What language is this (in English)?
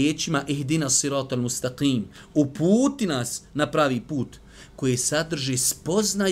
Bosnian